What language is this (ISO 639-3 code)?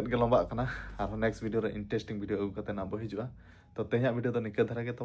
sat